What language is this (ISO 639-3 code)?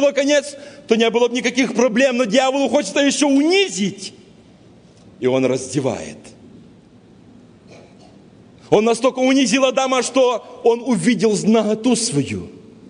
rus